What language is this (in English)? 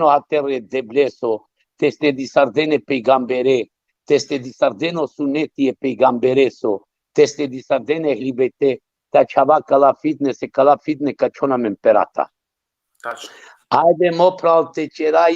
Balkan Romani